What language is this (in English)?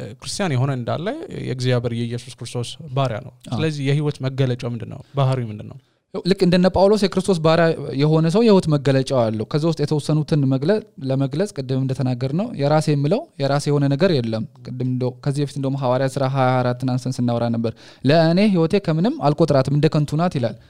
Amharic